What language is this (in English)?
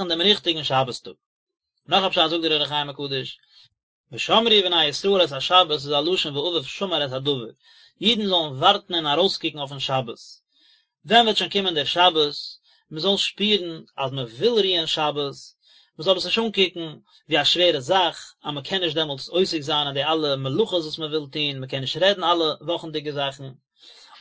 Yiddish